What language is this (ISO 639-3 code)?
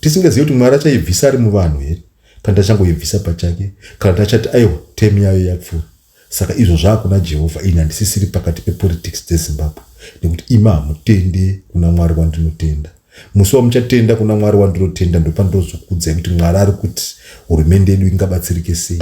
sna